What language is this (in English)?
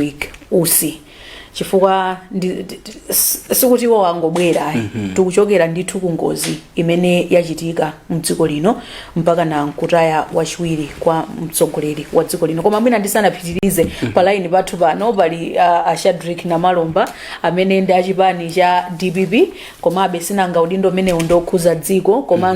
Nyanja